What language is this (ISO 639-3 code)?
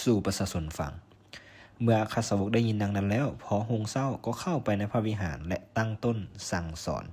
lao